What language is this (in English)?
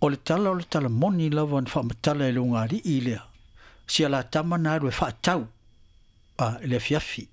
Samoan